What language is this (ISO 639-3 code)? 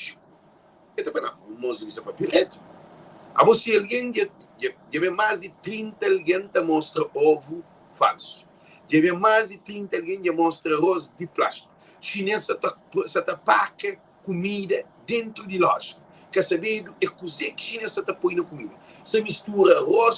kea